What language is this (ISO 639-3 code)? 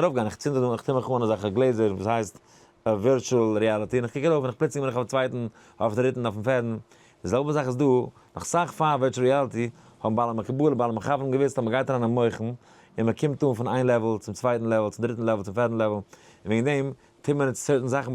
yid